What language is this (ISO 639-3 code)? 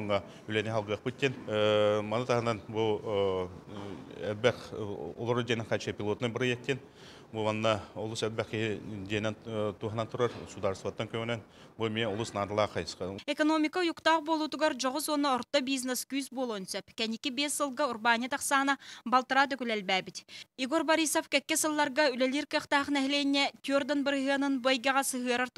sah